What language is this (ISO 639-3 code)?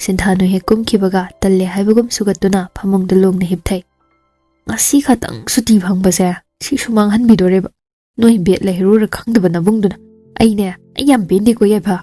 mni